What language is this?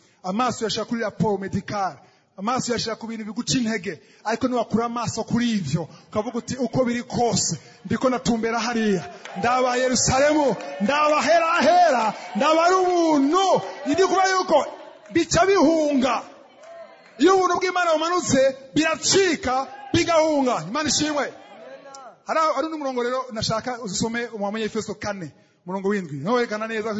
Rundi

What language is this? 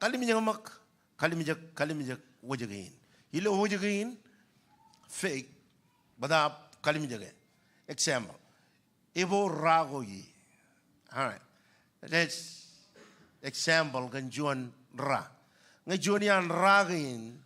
Marshallese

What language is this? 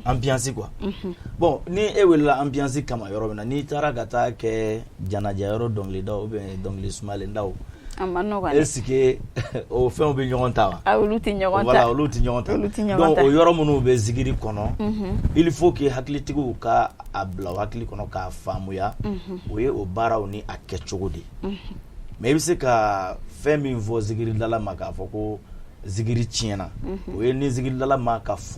Bambara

